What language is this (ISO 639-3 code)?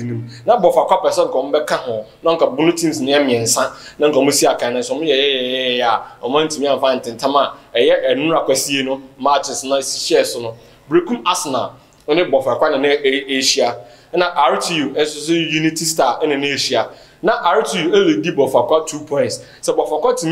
aka